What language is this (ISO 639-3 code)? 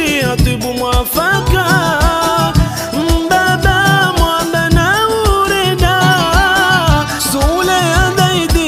swa